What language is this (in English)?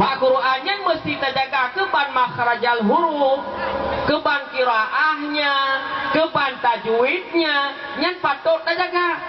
Achinese